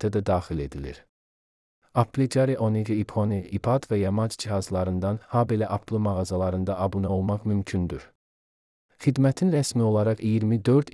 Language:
Azerbaijani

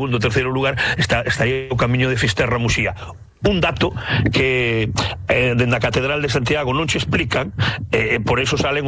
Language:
Galician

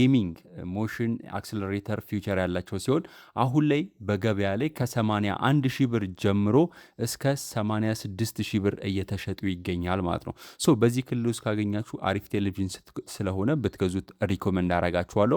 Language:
Amharic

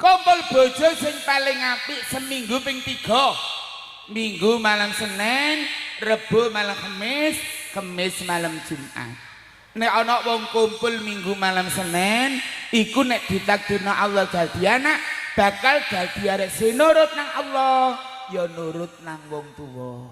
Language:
Javanese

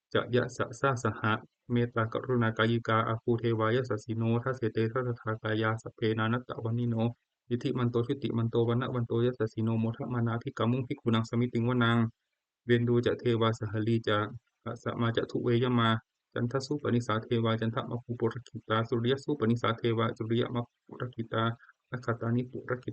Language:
Pali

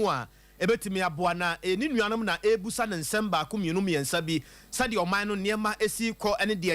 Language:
Akan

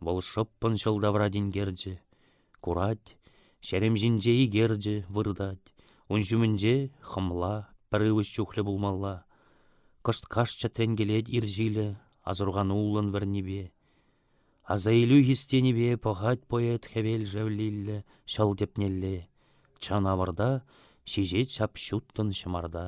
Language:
Chuvash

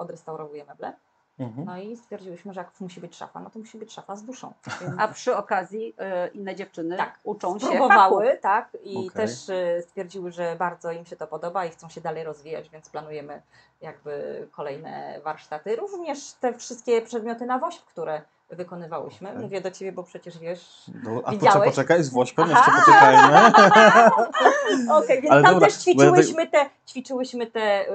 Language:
Polish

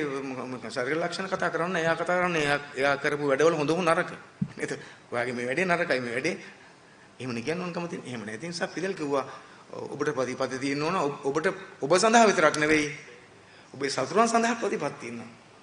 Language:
Sinhala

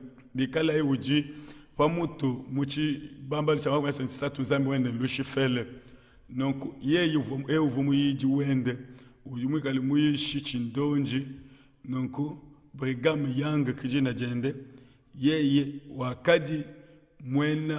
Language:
Luba-Lulua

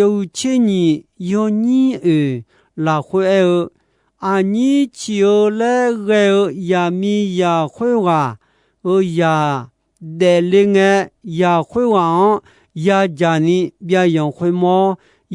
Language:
Akha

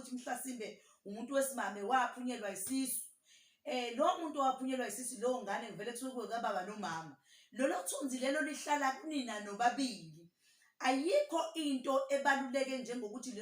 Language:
Zulu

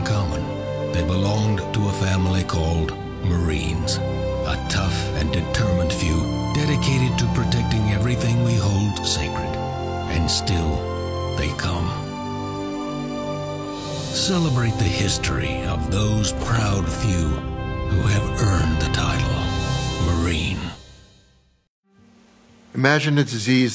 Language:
English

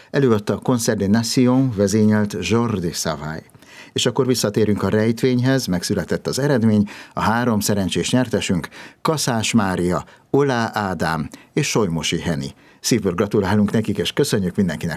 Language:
Hungarian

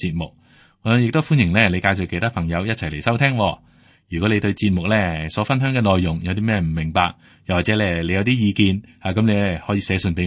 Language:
Cantonese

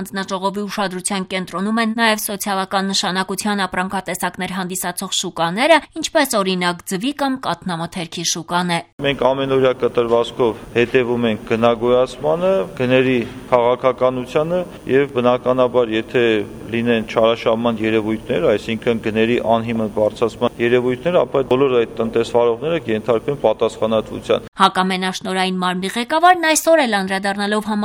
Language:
Armenian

